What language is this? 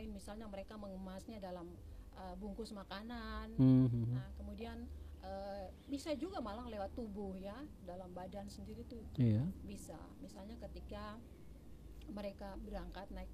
Indonesian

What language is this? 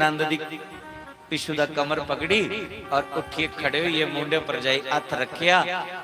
Dogri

